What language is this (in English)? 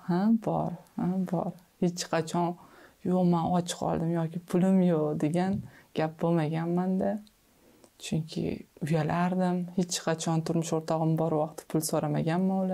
Uzbek